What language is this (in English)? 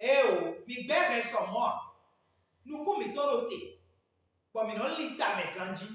Fon